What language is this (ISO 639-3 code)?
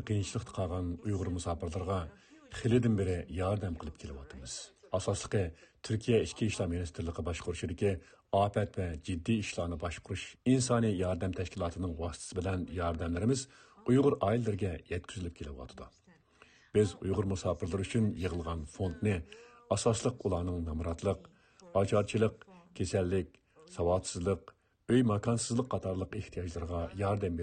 uig